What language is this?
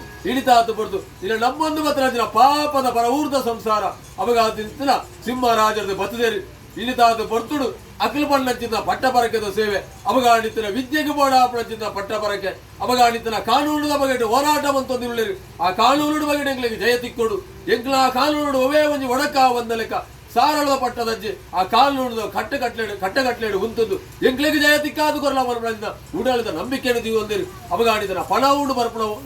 Tulu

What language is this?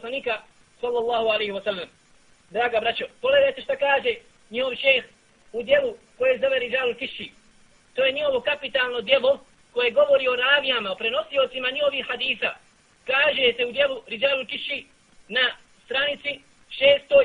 Bosnian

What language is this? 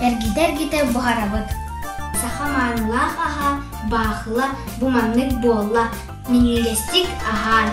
Yakut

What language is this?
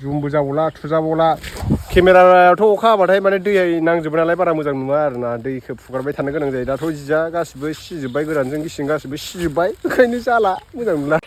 Bodo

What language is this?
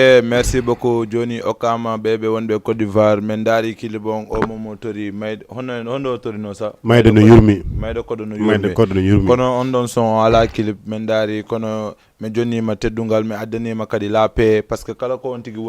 Fula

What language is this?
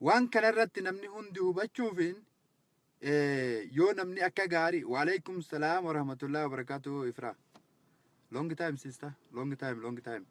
Oromo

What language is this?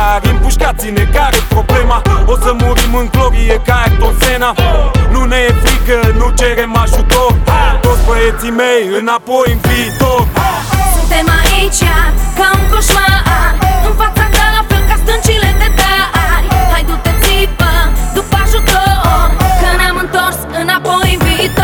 Romanian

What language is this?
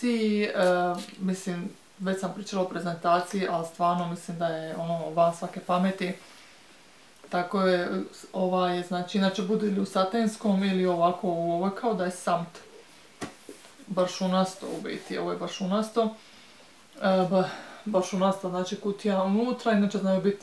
Croatian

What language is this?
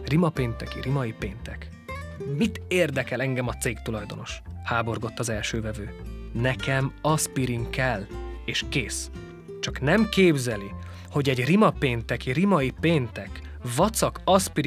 Hungarian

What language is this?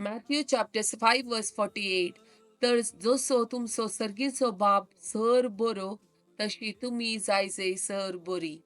Konkani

